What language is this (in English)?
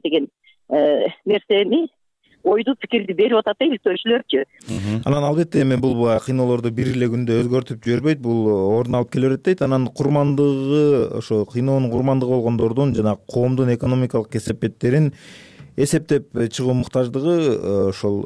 Kyrgyz